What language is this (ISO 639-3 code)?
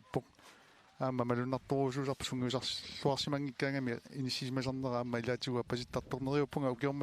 kal